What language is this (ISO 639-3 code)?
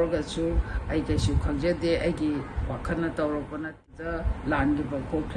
mni